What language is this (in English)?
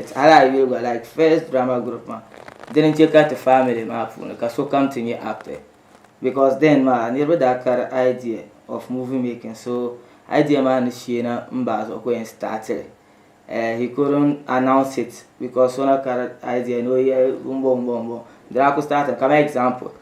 Dagbani